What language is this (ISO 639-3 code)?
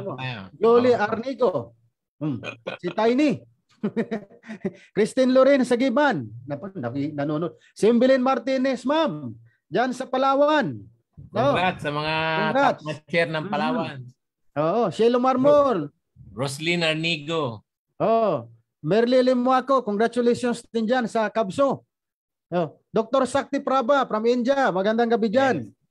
fil